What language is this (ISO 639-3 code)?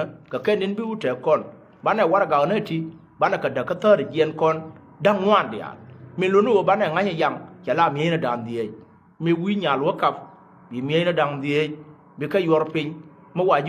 nus